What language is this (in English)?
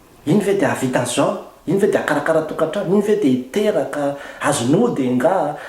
Malagasy